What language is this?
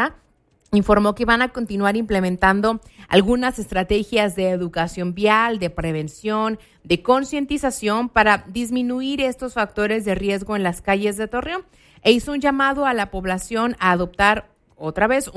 Spanish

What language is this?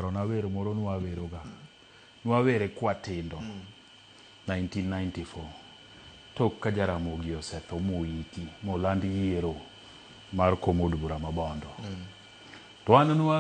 Luo (Kenya and Tanzania)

